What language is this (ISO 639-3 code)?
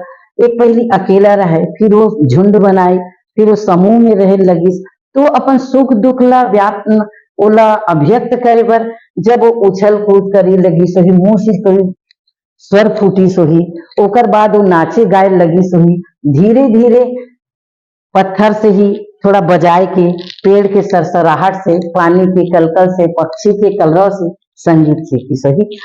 hne